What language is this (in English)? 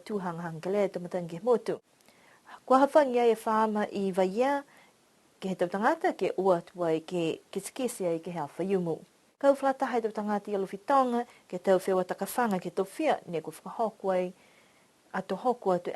Niuean